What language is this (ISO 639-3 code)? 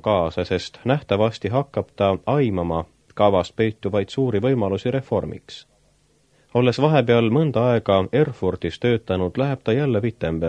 est